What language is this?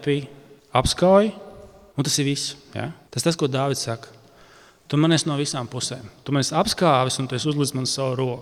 Latvian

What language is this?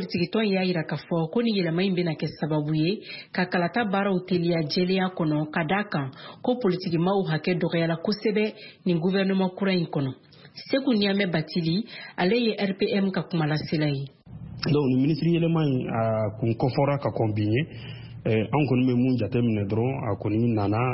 Bambara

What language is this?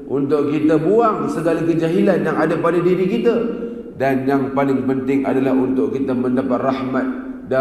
Malay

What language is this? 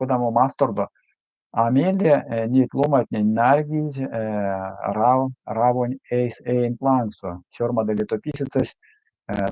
Erzya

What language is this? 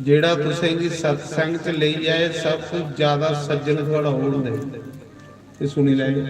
Dogri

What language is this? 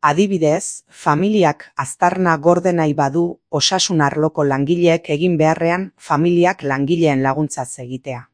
Basque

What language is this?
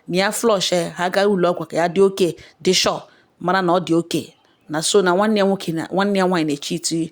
Igbo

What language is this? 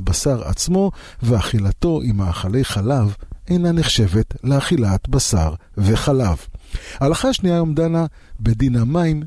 Hebrew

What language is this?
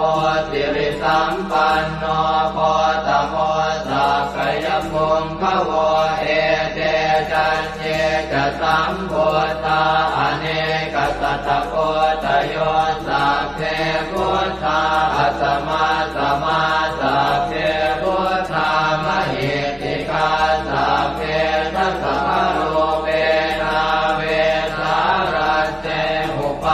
Pali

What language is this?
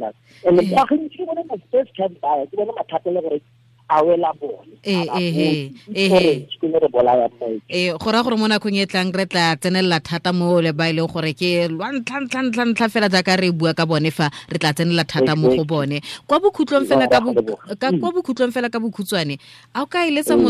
Tswana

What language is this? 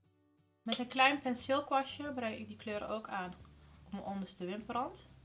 Dutch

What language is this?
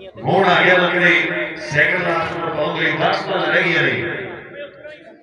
Punjabi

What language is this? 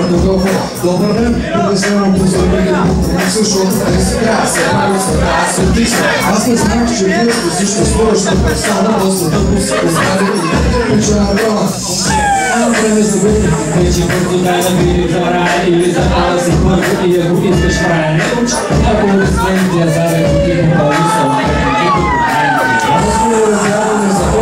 Bulgarian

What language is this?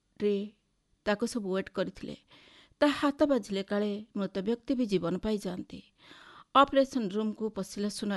Odia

